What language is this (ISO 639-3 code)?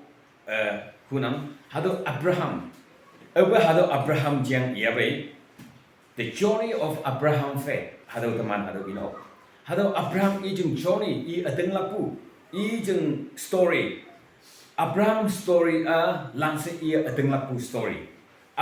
nag